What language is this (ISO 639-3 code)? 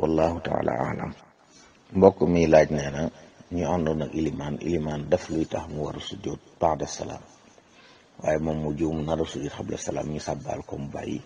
wol